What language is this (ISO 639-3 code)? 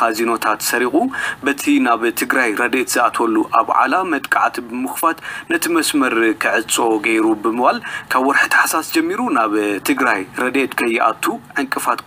tir